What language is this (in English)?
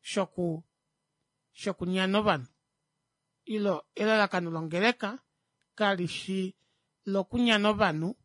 Kuanyama